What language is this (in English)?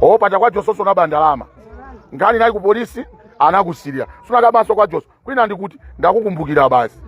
Nyanja